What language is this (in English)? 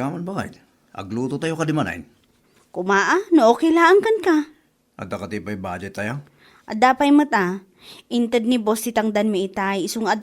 Iloko